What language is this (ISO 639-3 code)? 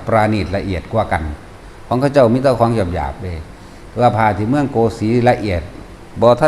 tts